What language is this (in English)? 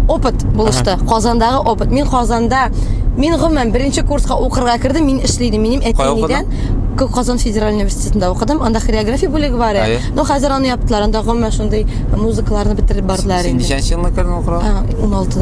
Tatar